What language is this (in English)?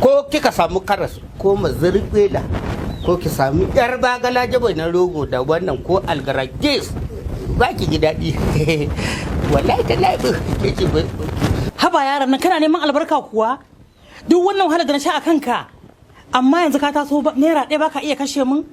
Hausa